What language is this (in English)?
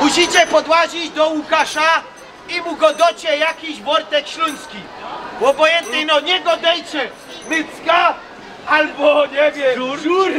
Silesian